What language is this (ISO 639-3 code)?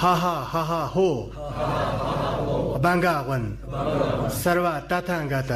bod